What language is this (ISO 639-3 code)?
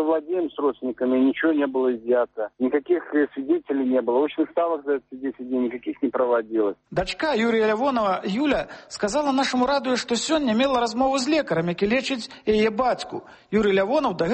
bel